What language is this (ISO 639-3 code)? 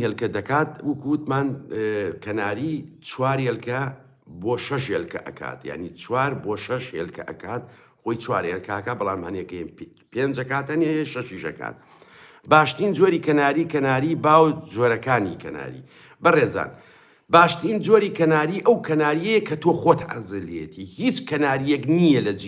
ckb